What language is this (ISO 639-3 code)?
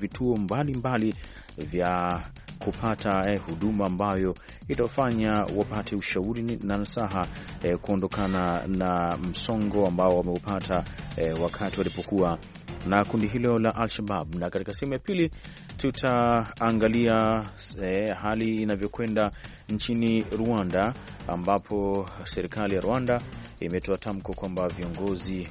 swa